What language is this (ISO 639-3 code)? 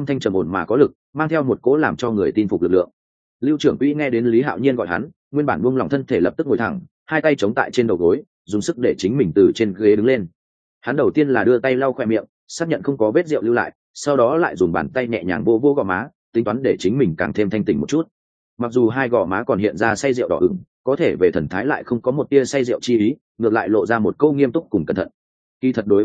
vie